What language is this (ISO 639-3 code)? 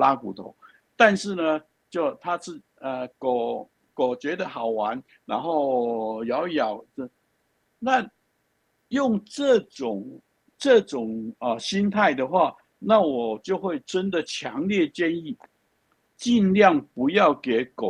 zho